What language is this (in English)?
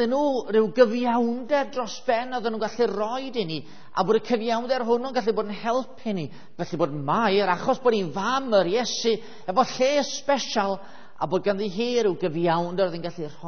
Welsh